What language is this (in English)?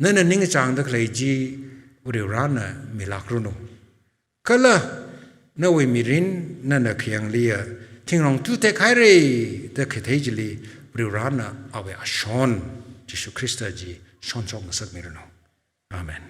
Tangkhul Naga (India)